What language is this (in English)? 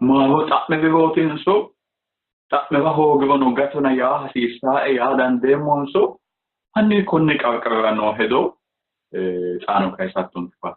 Sidamo